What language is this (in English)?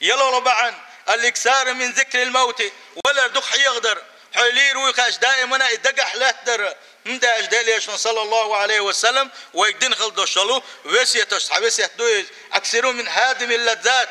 Chechen